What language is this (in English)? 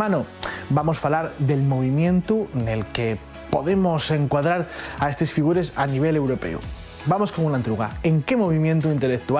Asturian